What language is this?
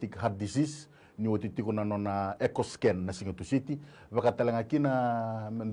Fijian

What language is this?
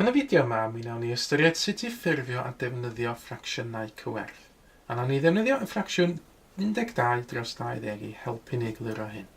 Welsh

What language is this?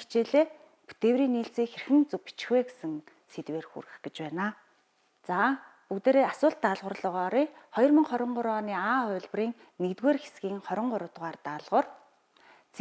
Mongolian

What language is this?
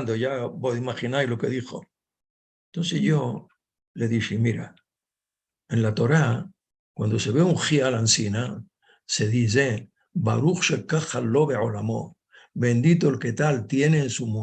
Ladino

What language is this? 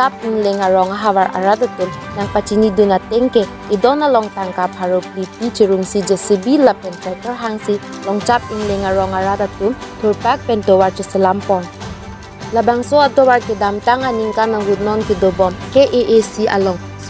Karbi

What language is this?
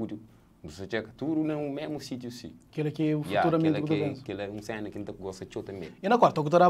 Kabuverdianu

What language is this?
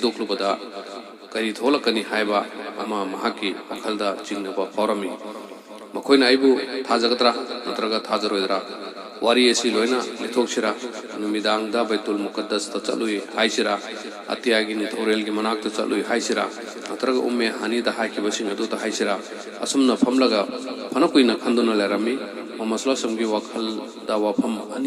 Manipuri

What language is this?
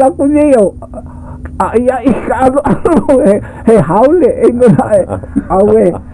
Hawaiian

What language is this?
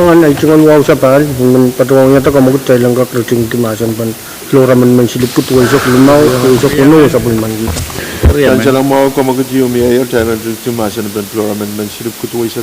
Pohnpeian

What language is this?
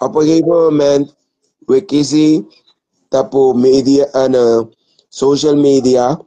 Sranan Tongo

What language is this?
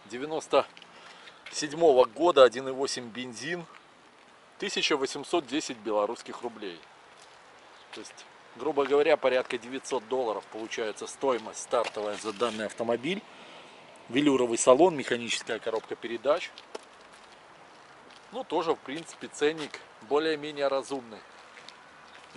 Russian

